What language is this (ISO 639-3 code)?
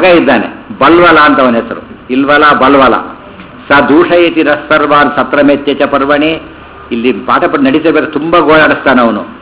kan